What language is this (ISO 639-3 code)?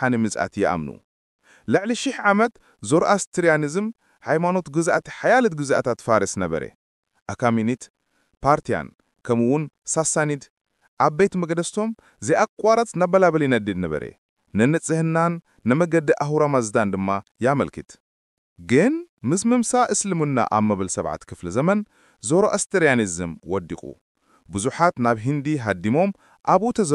tir